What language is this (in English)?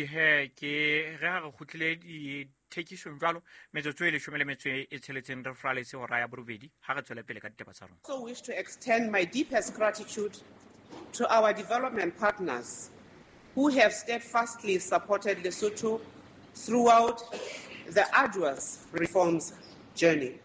Southern Sotho